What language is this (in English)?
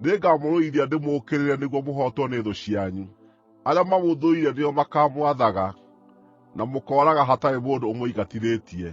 Kikuyu